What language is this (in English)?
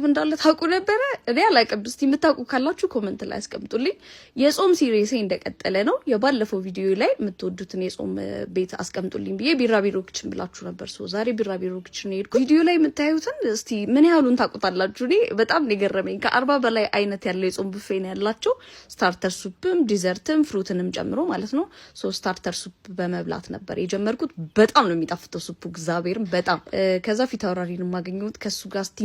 Amharic